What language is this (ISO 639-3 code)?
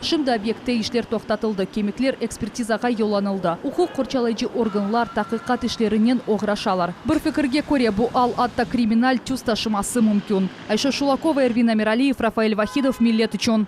crh